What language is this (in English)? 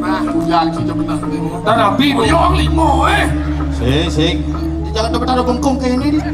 Balinese